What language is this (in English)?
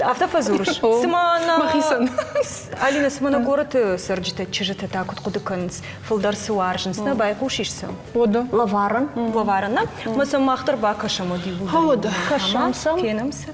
Ossetic